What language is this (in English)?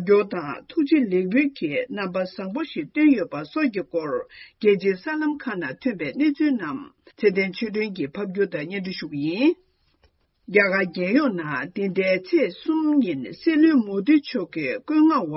Tibetan